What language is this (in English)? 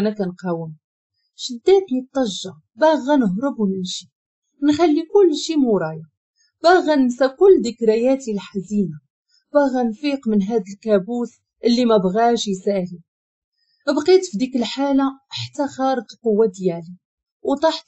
Moroccan Arabic